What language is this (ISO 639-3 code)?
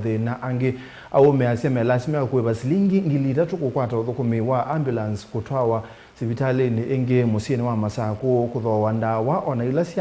kam